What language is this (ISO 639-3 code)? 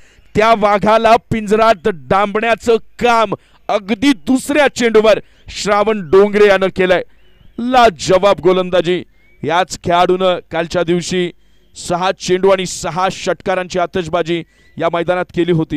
mar